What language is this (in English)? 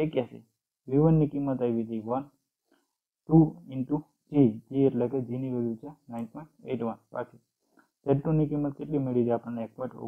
Gujarati